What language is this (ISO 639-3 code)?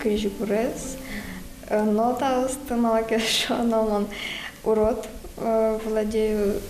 udm